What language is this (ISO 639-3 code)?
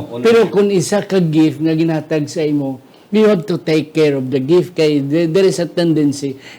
hil